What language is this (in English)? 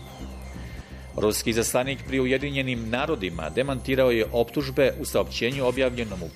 Bosnian